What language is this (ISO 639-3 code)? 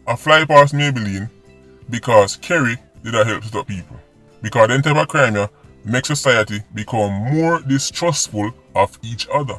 jam